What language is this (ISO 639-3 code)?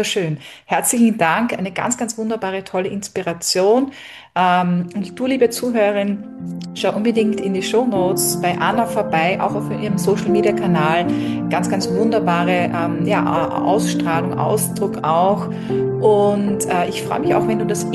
deu